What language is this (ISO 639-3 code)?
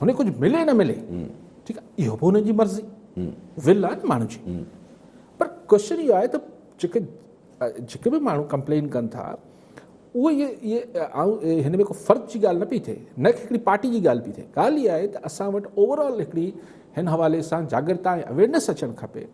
snd